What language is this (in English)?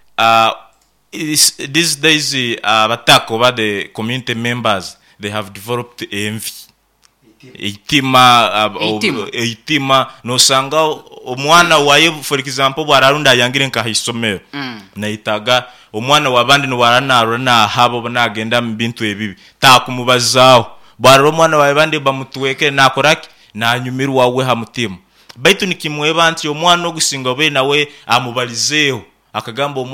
Nyoro